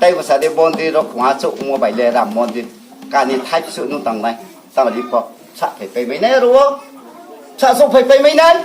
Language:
Riang (India)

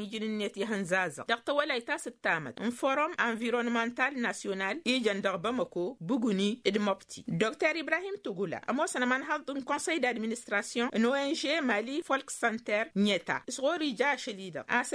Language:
Tamasheq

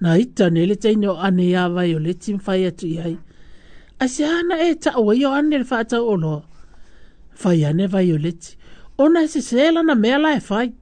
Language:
Samoan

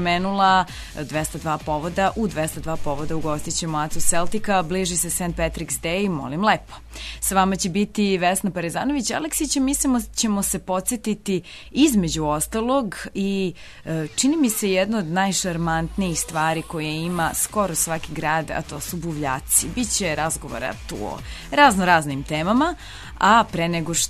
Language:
Serbian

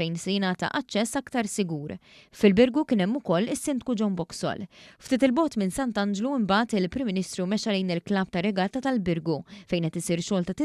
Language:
Maltese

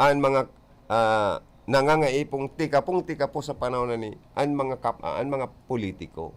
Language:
Bikol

